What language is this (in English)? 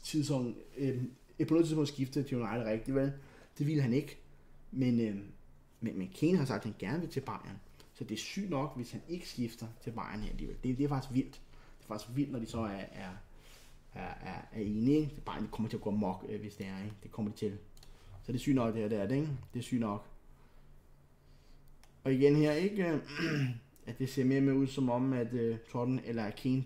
Danish